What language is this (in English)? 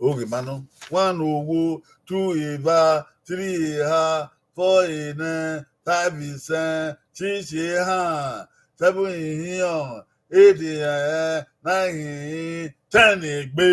Bini